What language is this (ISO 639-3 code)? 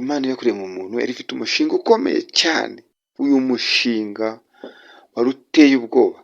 kin